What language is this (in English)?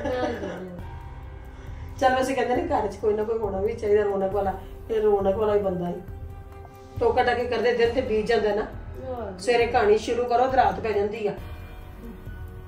Punjabi